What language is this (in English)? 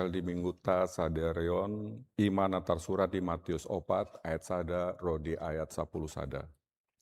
Batak Toba